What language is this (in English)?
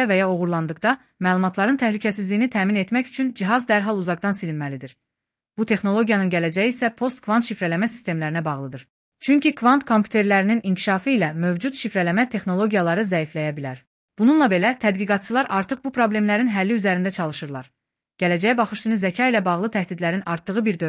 Azerbaijani